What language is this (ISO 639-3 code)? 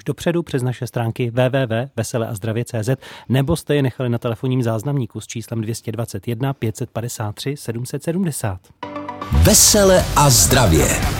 ces